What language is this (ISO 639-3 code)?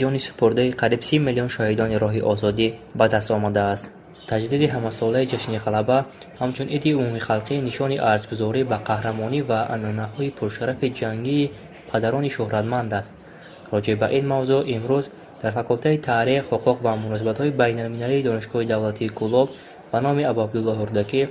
tgk